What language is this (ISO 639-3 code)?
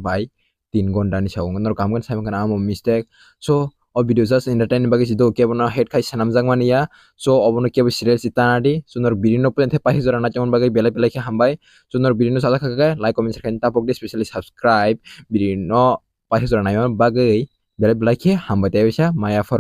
trp